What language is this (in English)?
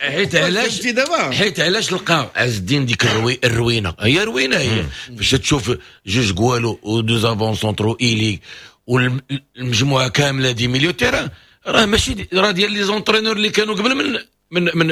Moroccan Arabic